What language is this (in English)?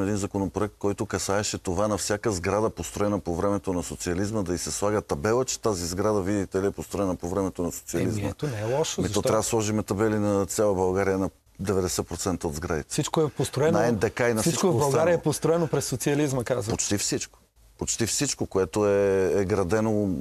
Bulgarian